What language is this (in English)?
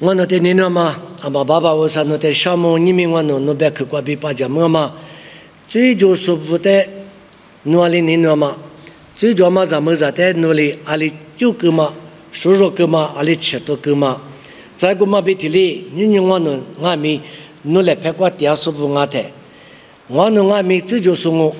Lisu